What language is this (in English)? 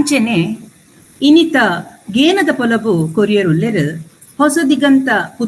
Tulu